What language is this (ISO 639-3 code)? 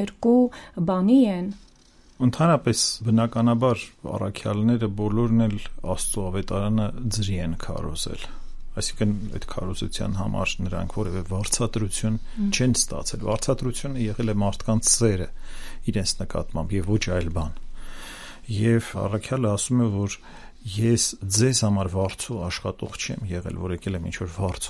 hye